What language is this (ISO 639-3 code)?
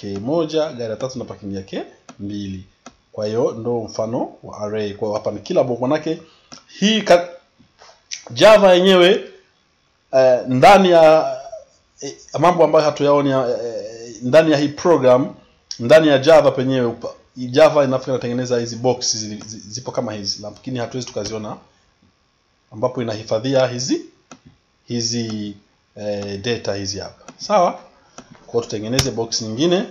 swa